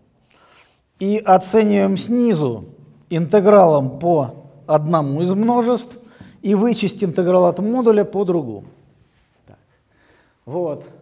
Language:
Russian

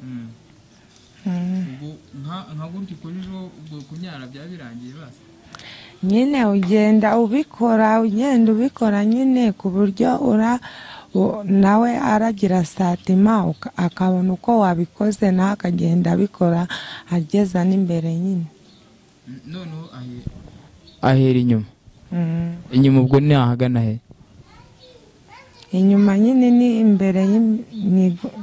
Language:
Kinyarwanda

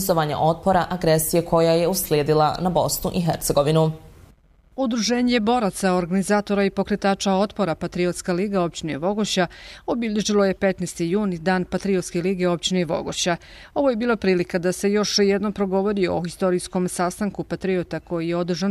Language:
Bosnian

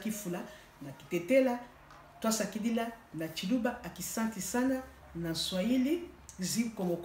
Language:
Lingala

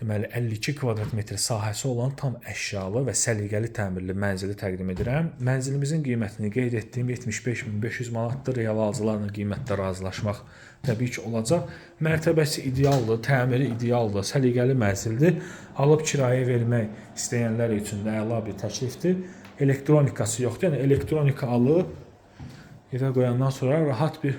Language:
Azerbaijani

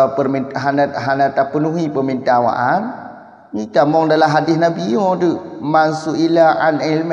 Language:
Achinese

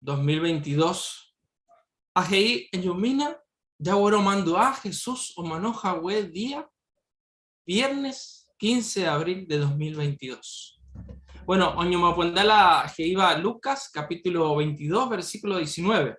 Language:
Guarani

